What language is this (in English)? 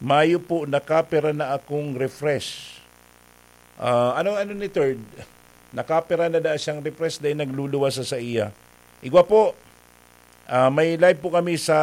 Bikol